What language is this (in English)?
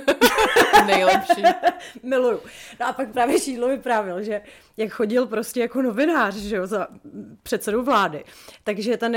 Czech